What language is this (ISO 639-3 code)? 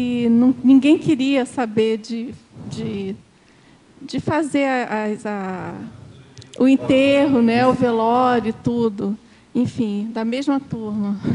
por